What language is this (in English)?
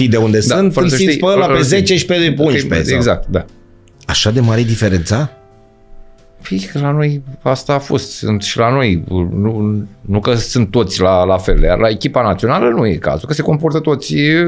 Romanian